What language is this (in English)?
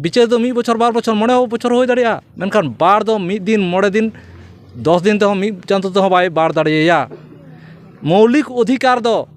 Santali